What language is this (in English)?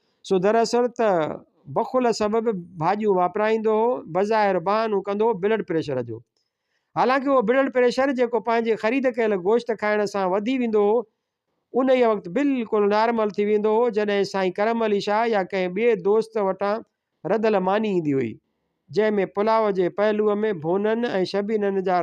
Sindhi